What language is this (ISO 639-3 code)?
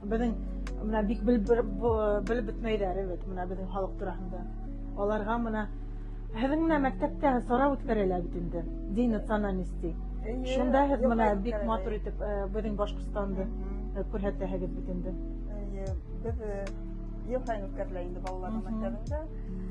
bak